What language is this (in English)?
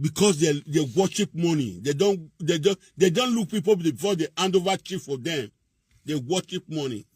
Nigerian Pidgin